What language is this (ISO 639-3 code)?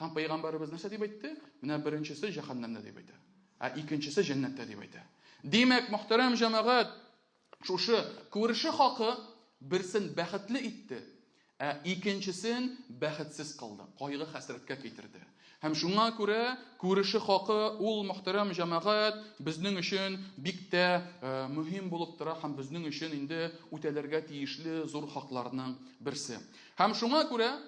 tat